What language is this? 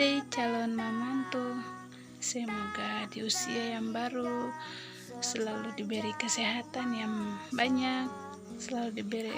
Ambonese Malay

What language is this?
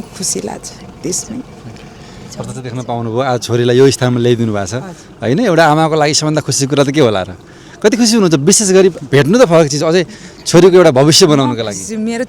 Nepali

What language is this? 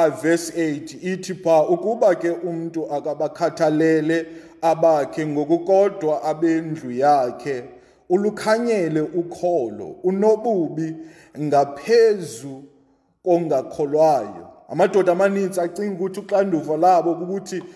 Xhosa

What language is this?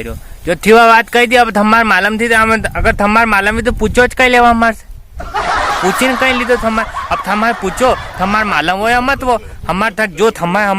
Rajasthani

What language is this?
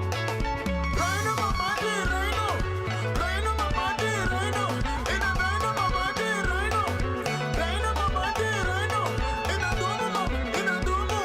Meru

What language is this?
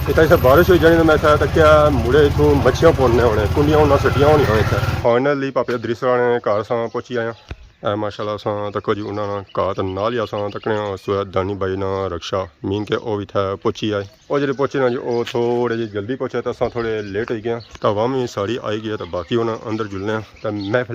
Pahari-Potwari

